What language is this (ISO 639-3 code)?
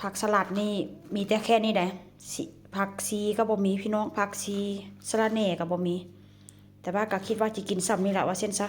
tts